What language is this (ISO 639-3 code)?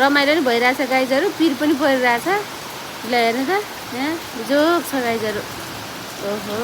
nep